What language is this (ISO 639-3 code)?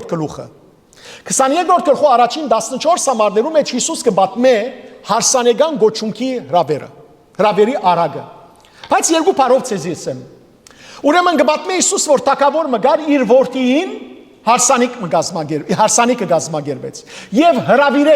hyw